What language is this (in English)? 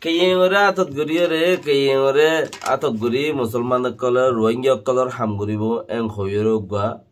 Rohingya